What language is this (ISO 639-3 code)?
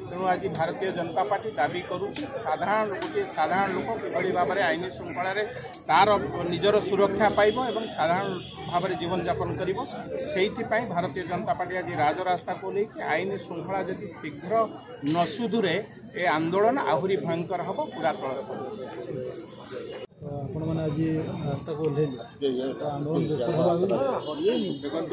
ori